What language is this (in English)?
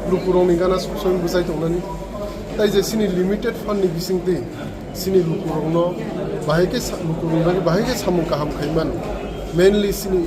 Riang (India)